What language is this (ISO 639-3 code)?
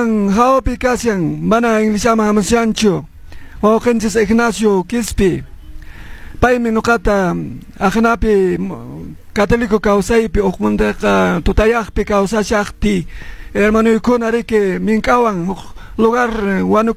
que